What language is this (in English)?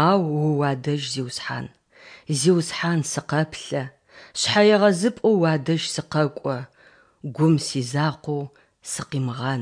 Adyghe